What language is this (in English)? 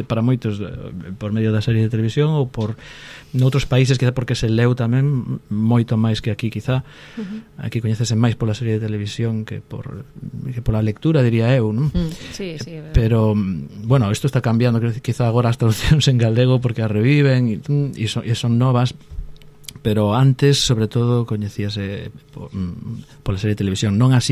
Galician